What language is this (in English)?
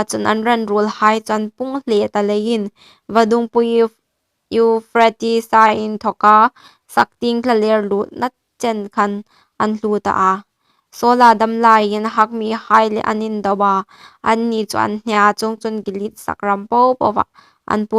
Hmar